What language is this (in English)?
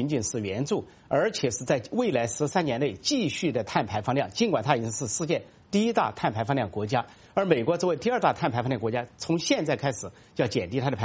Chinese